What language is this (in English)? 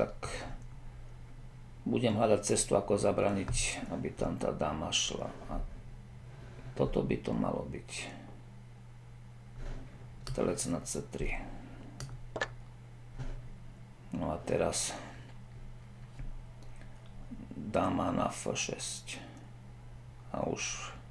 Slovak